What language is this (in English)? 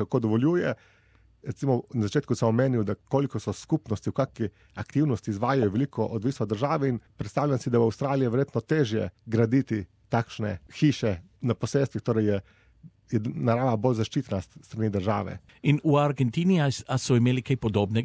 Slovenian